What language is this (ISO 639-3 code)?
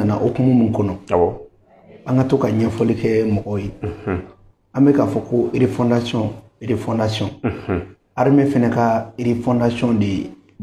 bam